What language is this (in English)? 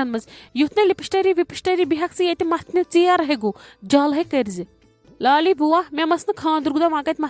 Kashmiri